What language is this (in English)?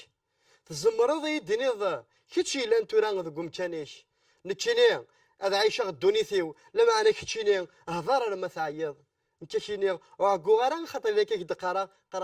Kabyle